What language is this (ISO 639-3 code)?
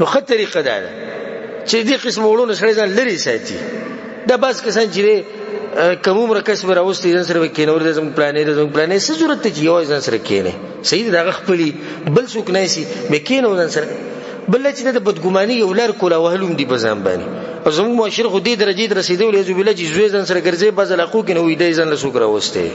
pus